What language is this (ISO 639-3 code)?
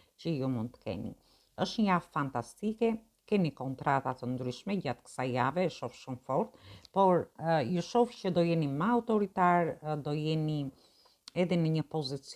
sqi